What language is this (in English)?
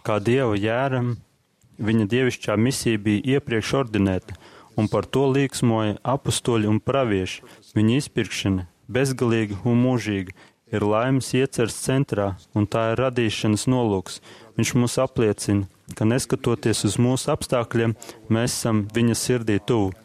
Latvian